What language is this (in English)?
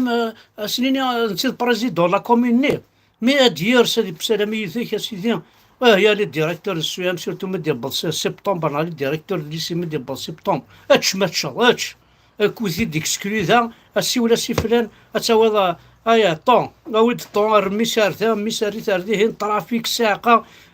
Kabyle